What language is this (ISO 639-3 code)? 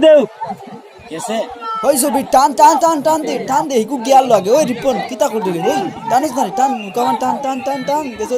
syl